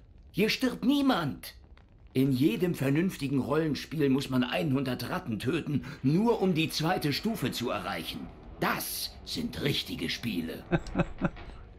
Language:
German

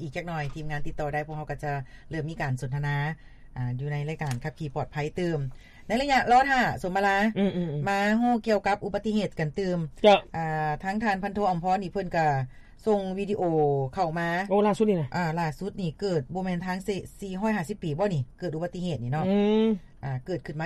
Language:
Lao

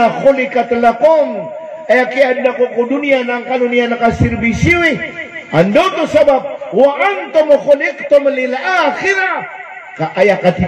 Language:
Maranao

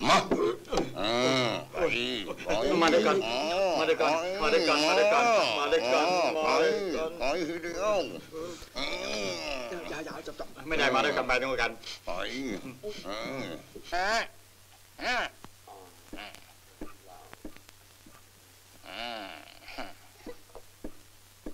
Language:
Thai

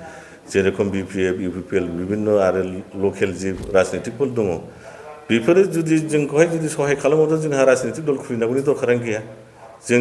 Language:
Bodo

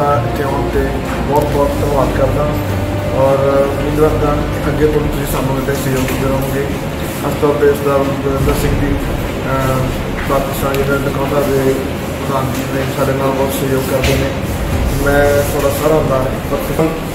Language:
Punjabi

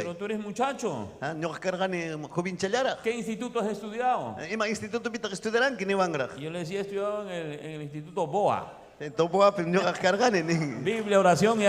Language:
Ayacucho Quechua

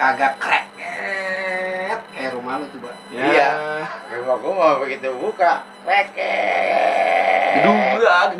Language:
Betawi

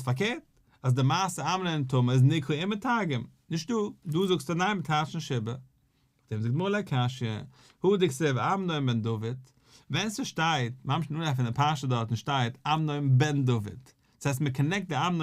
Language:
Yiddish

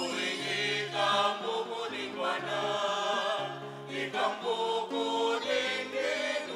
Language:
Pampanga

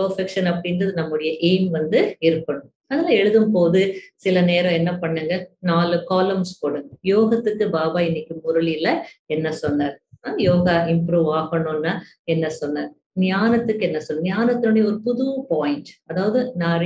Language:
Tamil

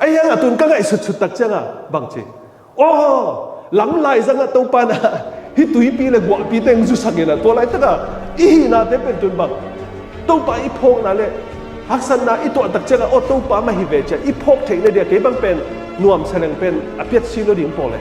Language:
Tedim Chin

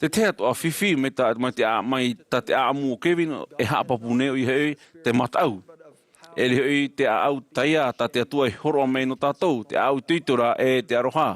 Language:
Tahitian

